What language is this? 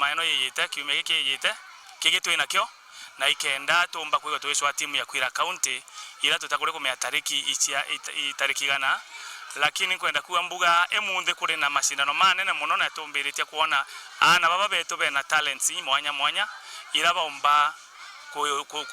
Meru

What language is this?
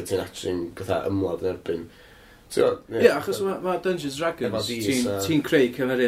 Welsh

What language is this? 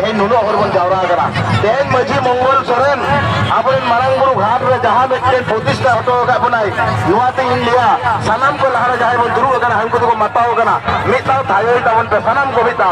Santali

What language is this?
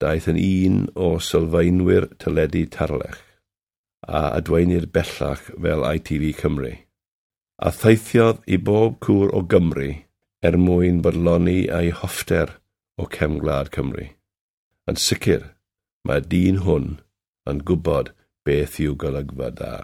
Welsh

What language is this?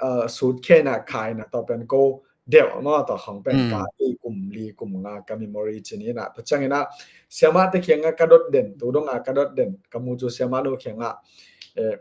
Tedim Chin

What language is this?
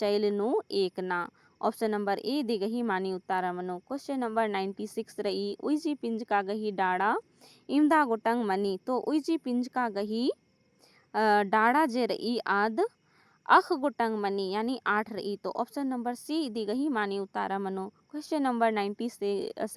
Kurukh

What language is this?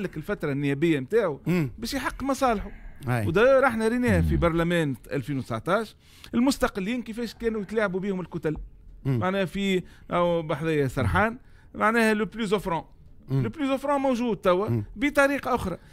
Tunisian Arabic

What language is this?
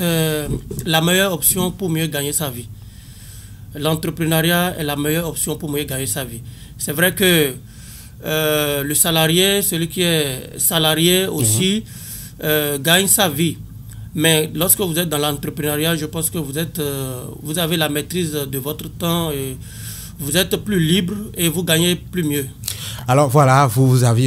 French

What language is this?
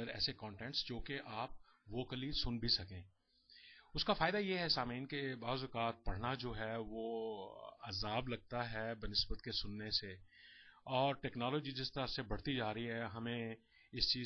Urdu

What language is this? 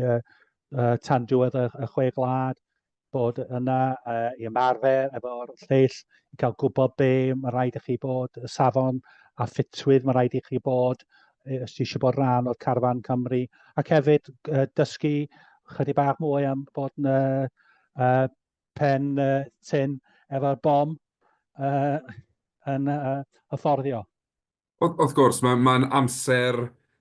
Welsh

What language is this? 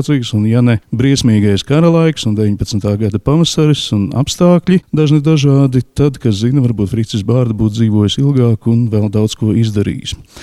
Latvian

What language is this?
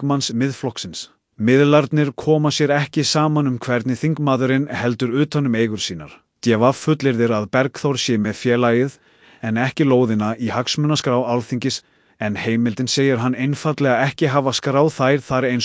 Icelandic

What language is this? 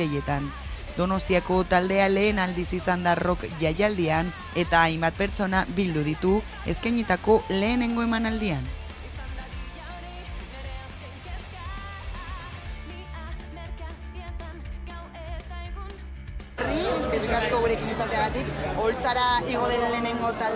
Basque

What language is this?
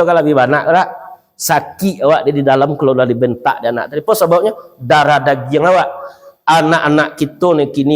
Minangkabau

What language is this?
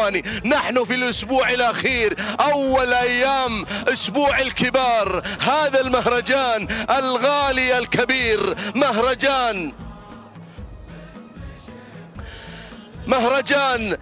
Arabic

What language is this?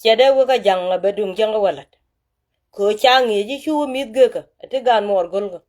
Nuer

